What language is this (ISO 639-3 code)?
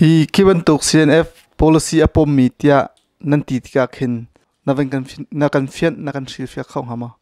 cnh